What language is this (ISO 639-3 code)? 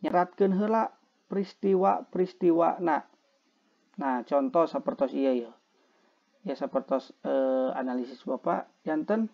sun